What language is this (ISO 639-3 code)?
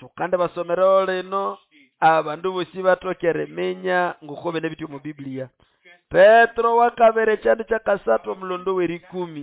nnb